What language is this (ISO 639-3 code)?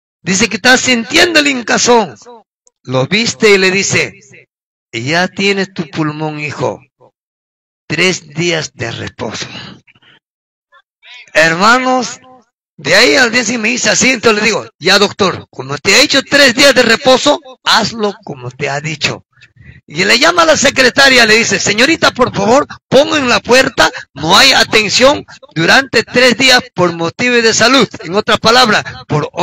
spa